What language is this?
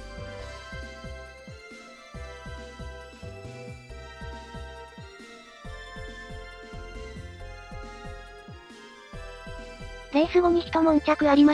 Japanese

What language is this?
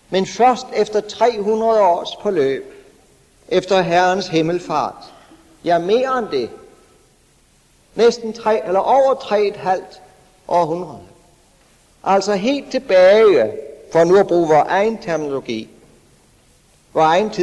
Danish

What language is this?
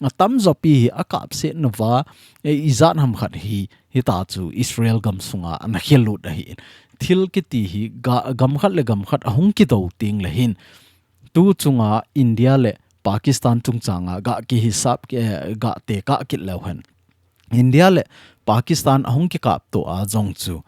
Thado Chin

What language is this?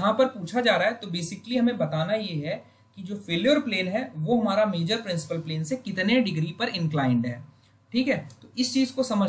Hindi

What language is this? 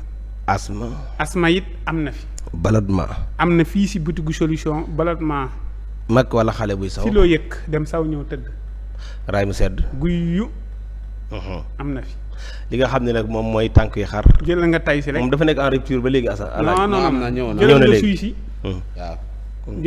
Wolof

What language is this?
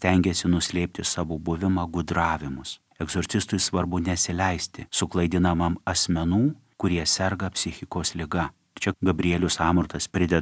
Lithuanian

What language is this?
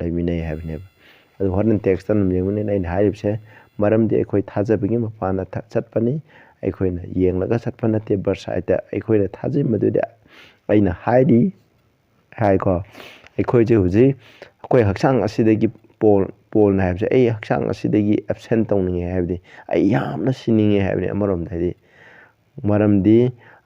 Manipuri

